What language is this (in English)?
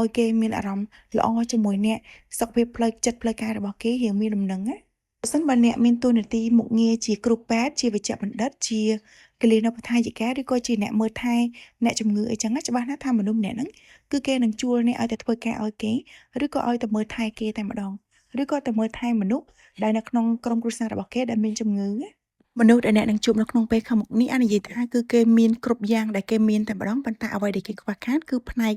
Khmer